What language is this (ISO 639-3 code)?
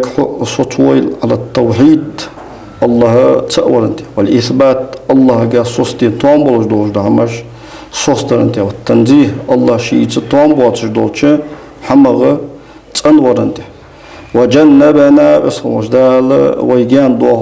inh